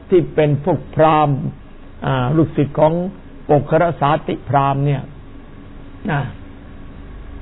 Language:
Thai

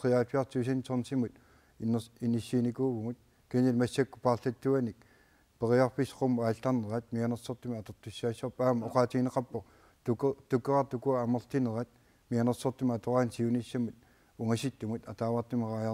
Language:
Kalaallisut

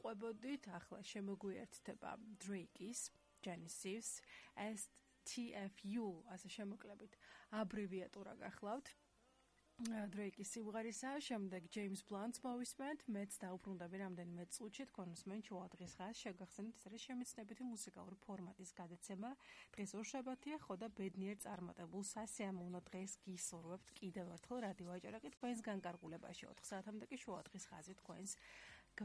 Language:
Georgian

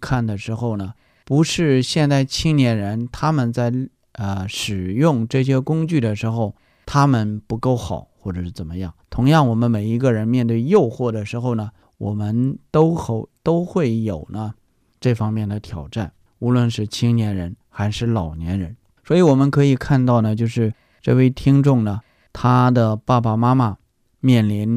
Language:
Chinese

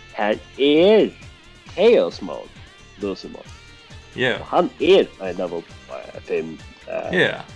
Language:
Faroese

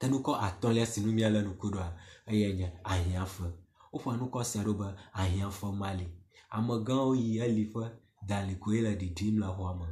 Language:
Ewe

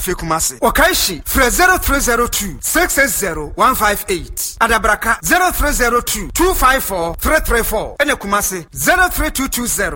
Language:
Akan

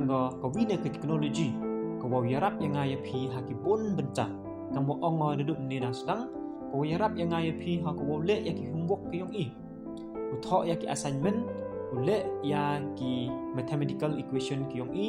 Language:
Pnar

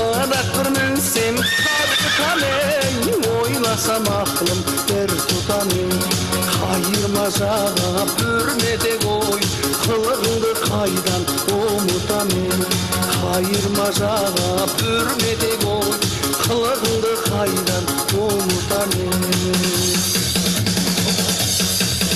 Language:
Kazakh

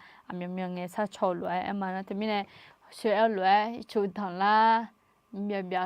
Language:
Akha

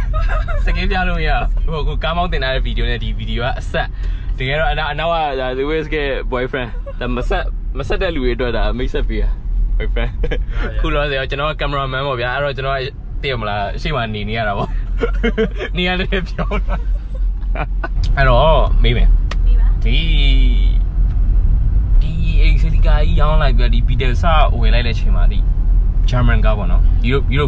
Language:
Burmese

